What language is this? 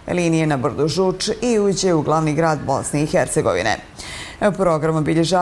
Bosnian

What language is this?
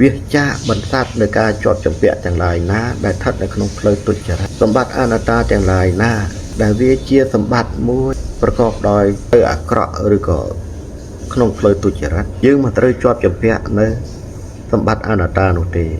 Khmer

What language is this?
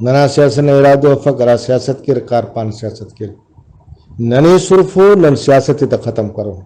Brahui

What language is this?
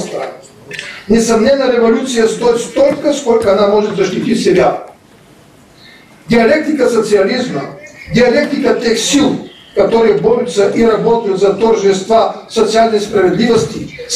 Russian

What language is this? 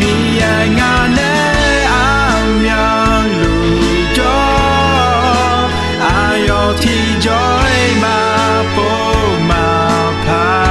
Akha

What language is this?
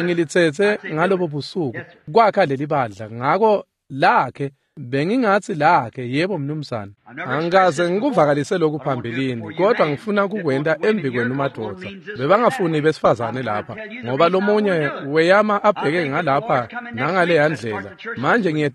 Swati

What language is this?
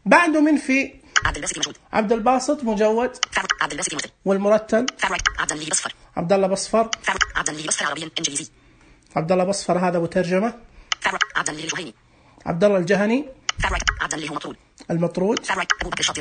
Najdi Arabic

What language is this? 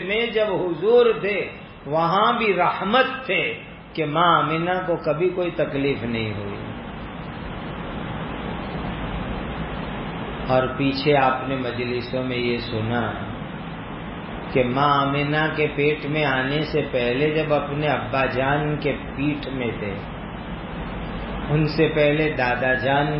Urdu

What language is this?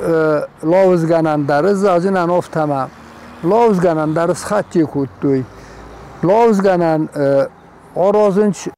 Ossetic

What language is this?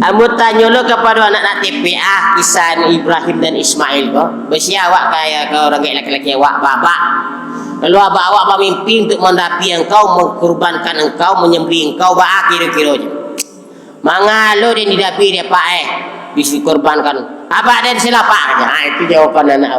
Minangkabau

